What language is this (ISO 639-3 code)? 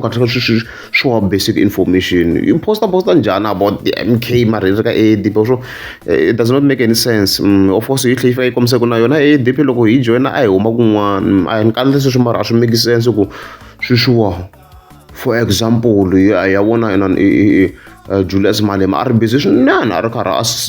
tso